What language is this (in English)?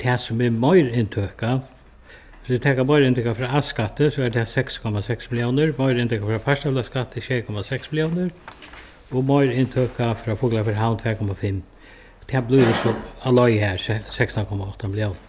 Faroese